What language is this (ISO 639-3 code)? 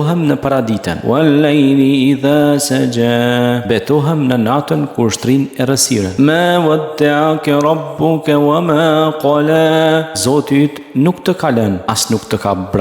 sqi